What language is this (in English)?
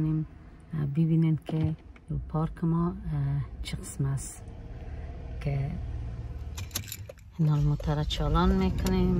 Persian